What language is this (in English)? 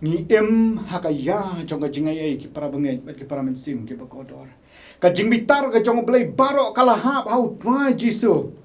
Khasi